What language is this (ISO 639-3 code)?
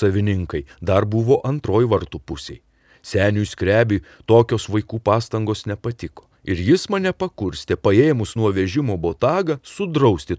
lit